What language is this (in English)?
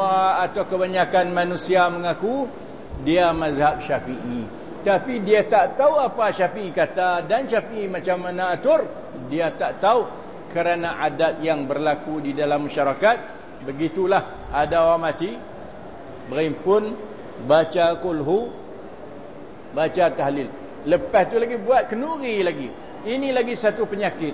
Malay